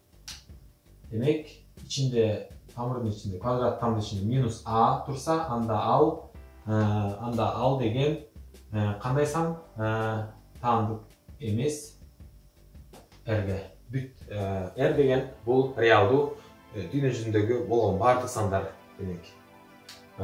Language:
Kyrgyz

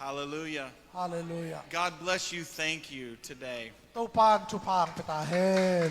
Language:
Tedim Chin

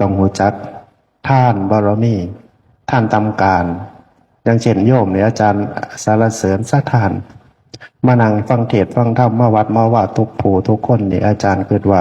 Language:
Northeastern Thai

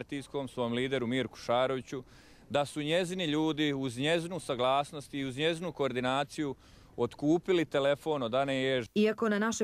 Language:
Bosnian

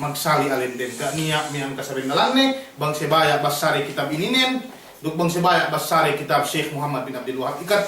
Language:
Yakan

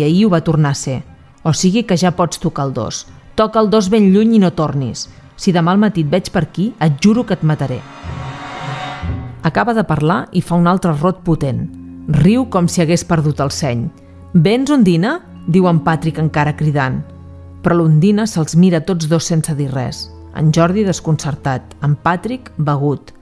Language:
Catalan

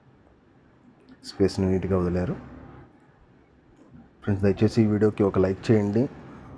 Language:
Telugu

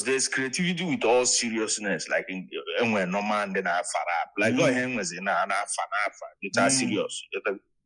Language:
Igbo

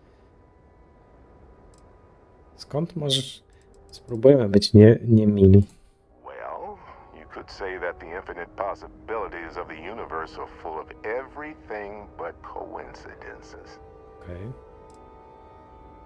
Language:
Polish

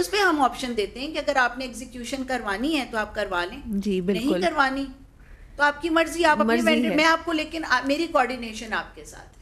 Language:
Urdu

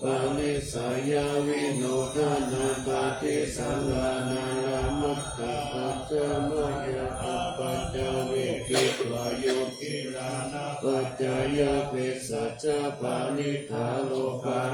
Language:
Pali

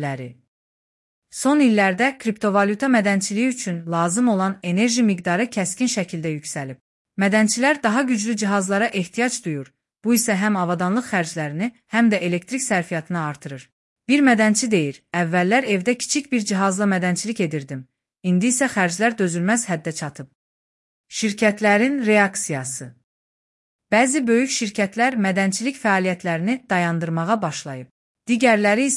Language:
Azerbaijani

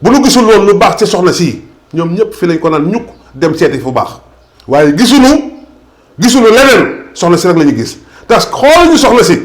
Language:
Wolof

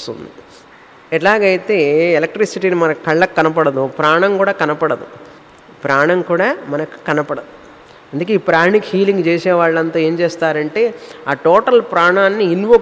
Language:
Telugu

